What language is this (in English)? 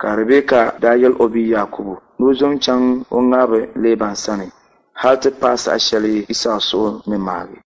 Dagbani